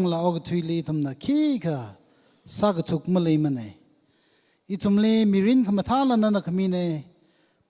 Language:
Tangkhul Naga (India)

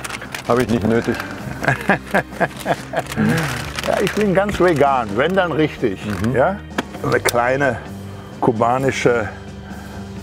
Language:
German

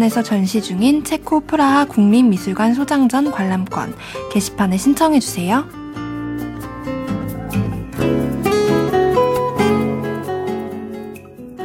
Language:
Korean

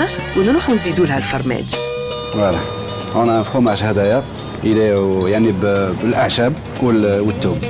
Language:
Algerian Arabic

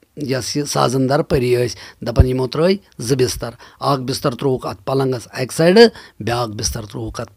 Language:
Kashmiri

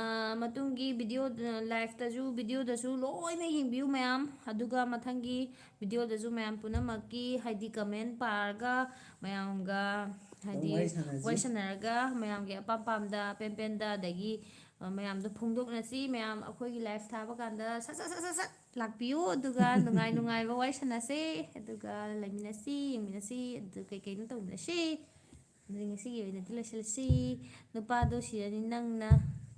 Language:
Manipuri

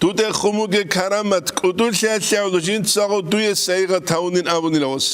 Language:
Avaric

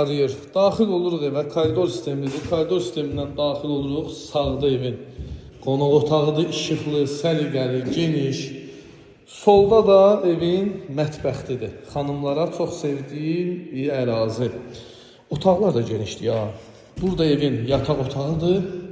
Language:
Azerbaijani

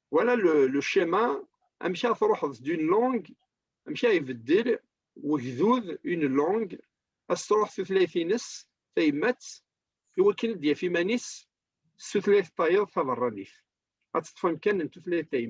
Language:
Kabyle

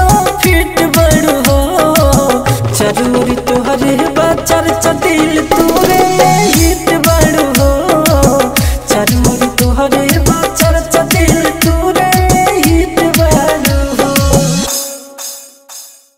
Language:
Bhojpuri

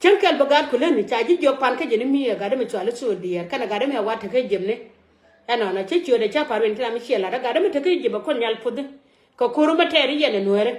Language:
Nuer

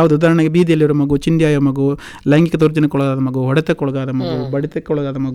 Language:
Kannada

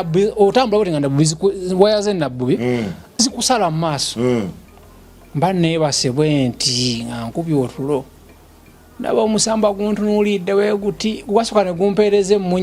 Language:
Ganda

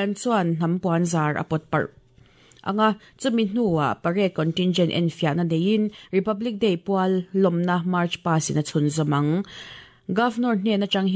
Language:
Mizo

